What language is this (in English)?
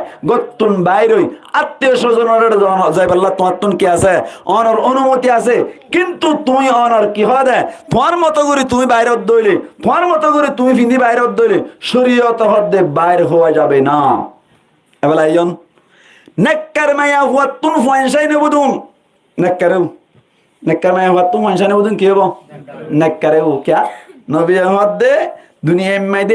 Rohingya